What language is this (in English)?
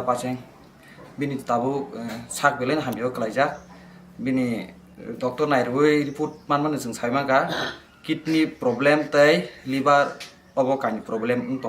Kok Borok